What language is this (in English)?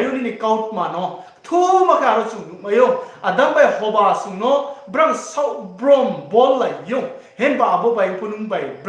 Riang (India)